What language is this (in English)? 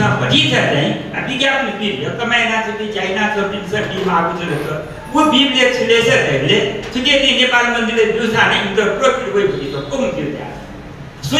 Newari